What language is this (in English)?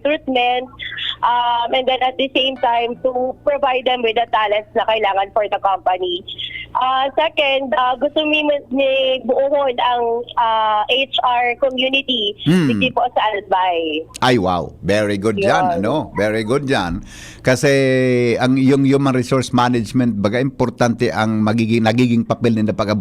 Bikol